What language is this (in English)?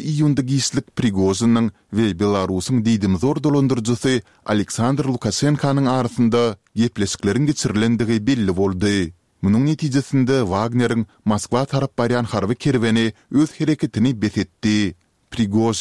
Turkmen